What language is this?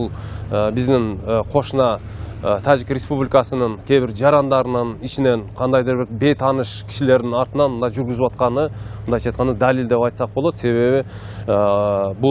Kyrgyz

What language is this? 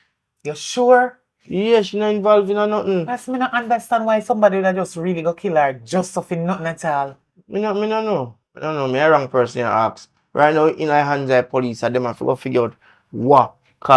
Jamaican Creole English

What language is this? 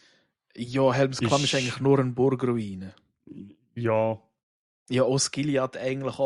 Swiss German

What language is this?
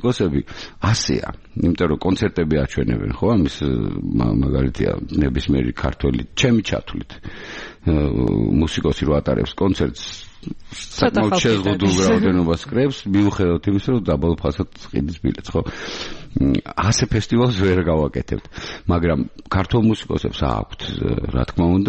Georgian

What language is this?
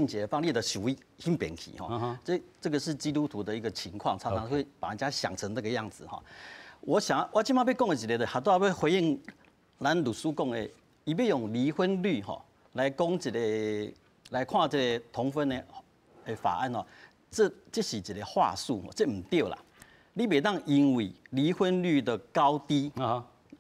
Min Nan Chinese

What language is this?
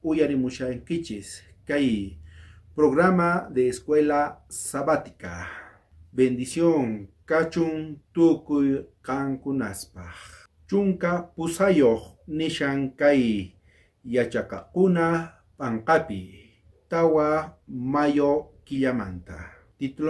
South Bolivian Quechua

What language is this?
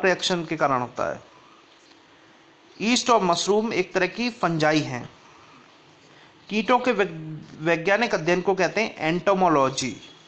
Hindi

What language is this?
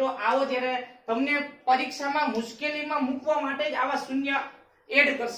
Gujarati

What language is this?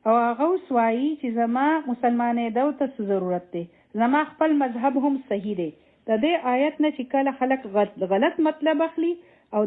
Pashto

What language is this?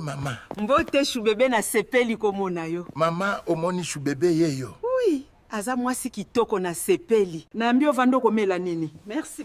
Lingala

